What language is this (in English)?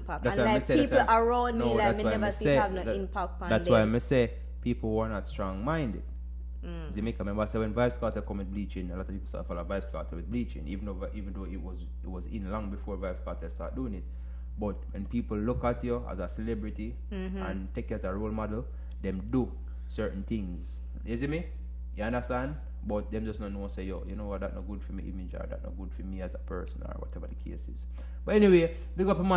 Jamaican Creole English